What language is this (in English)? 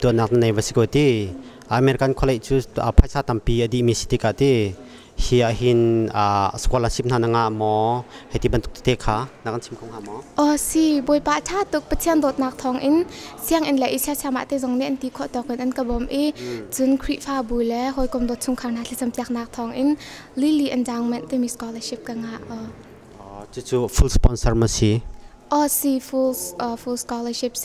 Hakha Chin